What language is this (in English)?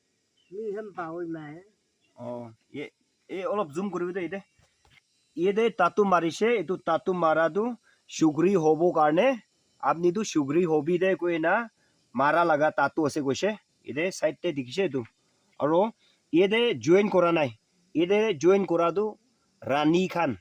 Naga Pidgin